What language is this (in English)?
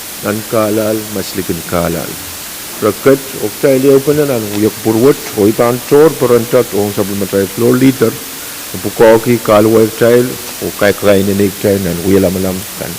Pohnpeian